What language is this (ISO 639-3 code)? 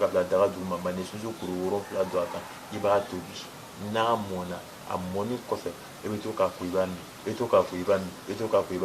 bam